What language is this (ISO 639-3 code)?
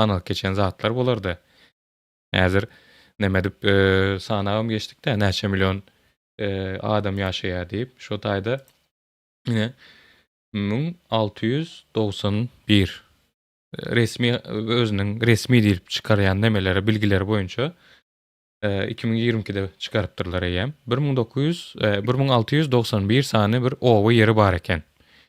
tuk